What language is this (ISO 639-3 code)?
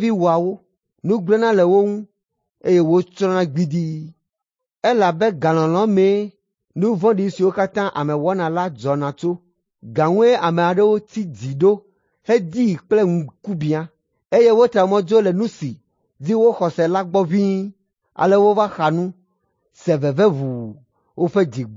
ewe